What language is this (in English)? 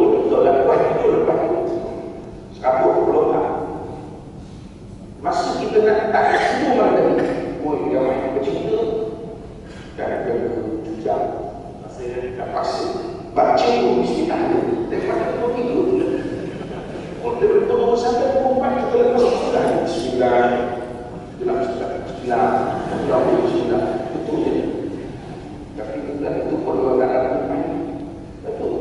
Malay